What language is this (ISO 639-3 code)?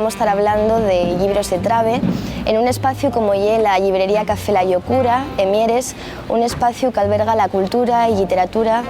ast